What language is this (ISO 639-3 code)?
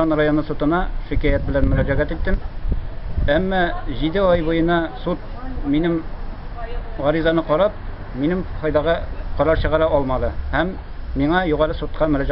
tat